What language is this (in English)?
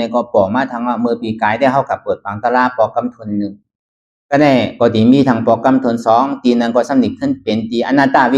Shan